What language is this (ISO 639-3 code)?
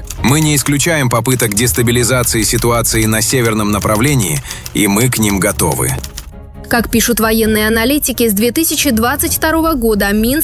rus